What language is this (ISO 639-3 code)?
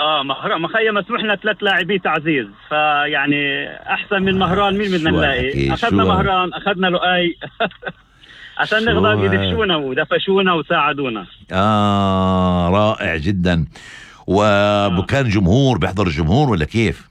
apc